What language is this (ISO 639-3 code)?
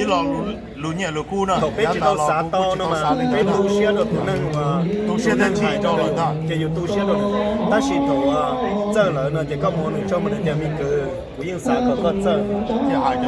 hmn